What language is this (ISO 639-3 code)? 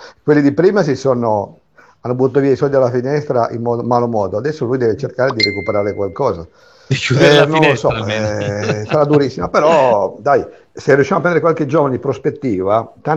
ita